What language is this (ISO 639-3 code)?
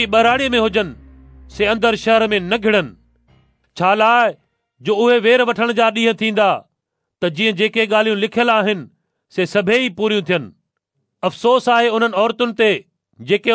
snd